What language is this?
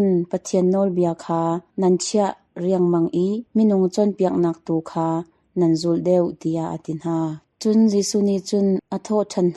Hakha Chin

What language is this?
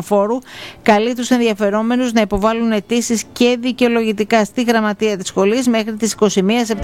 Greek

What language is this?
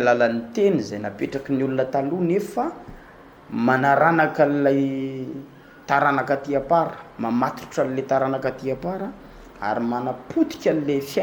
Malagasy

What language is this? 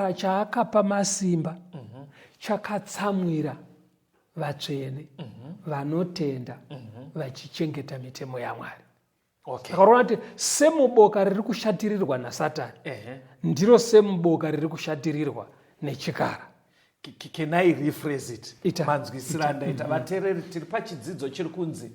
Shona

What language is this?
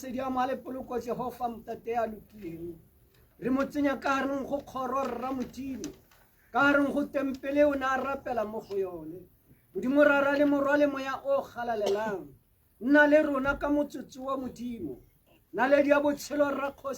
Tswana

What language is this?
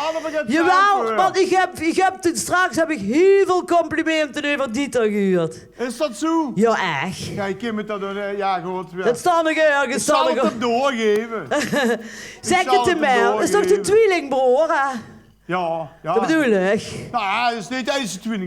Limburgish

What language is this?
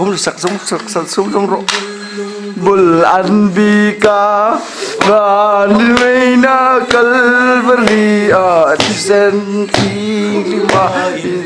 Hmar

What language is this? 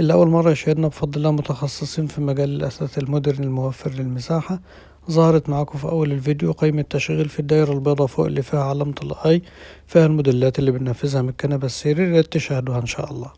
Egyptian Arabic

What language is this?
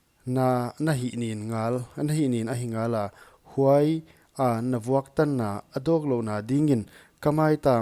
Paite Chin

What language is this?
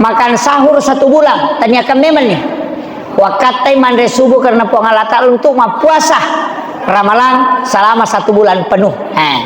Buginese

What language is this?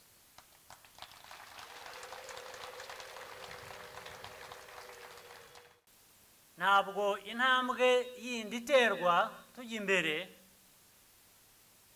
Kinyarwanda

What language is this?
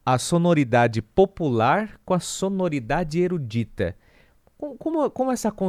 Portuguese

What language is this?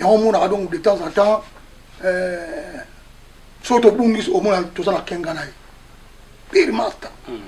Lingala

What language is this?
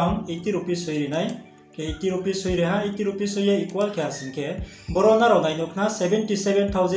Riang (India)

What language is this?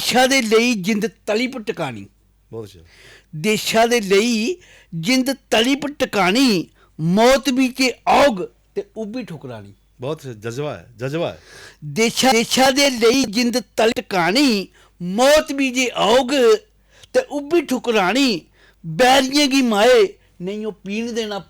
Dogri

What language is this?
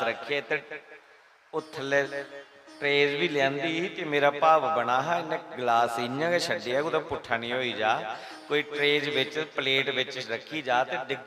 Dogri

